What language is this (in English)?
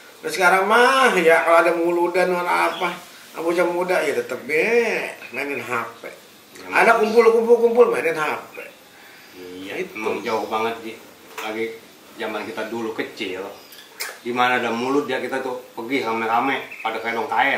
Betawi